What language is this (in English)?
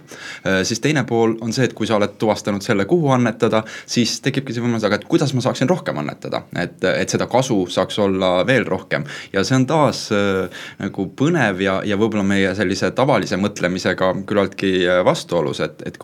Estonian